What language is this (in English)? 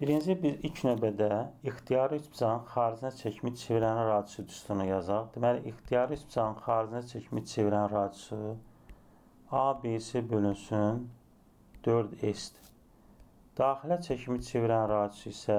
Azerbaijani